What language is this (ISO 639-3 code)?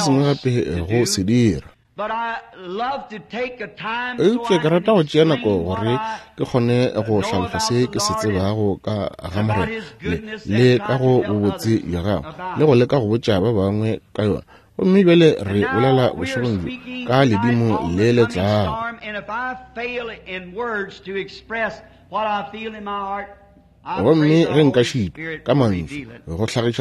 nso